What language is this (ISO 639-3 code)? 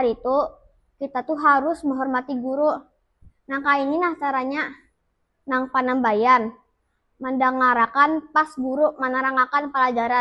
bjn